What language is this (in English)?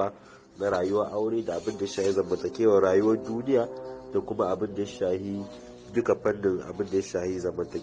Hausa